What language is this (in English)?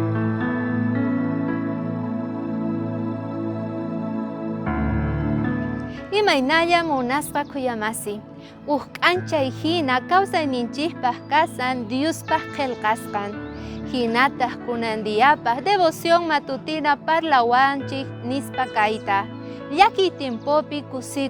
South Bolivian Quechua